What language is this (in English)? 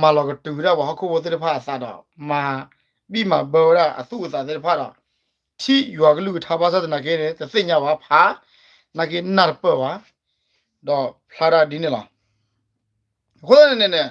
S'gaw Karen